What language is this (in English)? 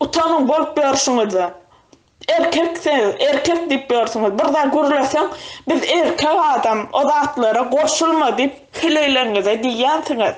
Turkmen